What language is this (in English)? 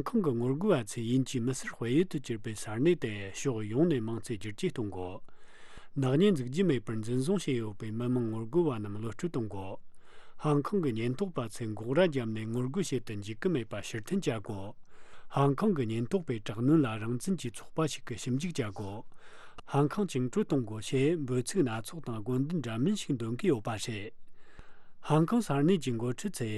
Tibetan